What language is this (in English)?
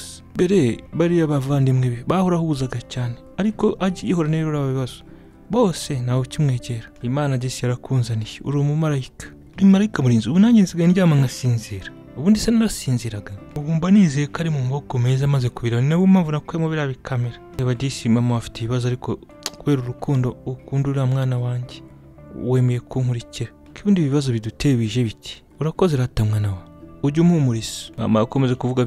Kinyarwanda